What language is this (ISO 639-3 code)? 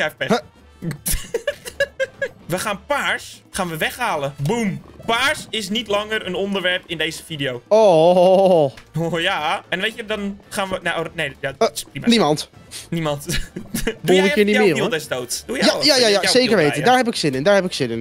nld